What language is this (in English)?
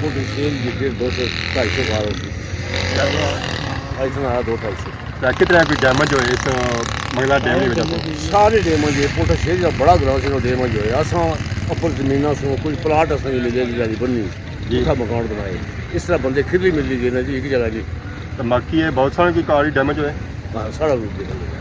Pahari-Potwari